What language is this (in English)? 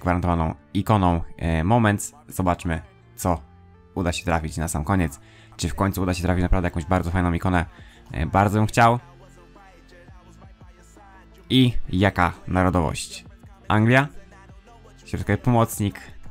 Polish